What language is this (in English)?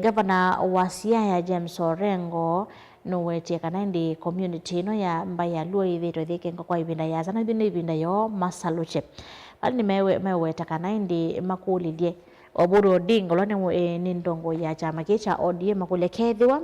Kamba